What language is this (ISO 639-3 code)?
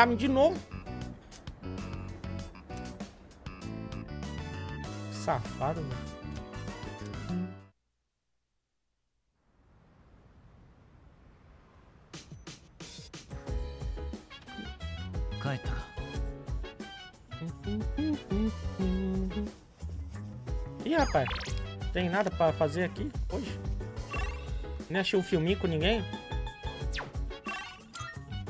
por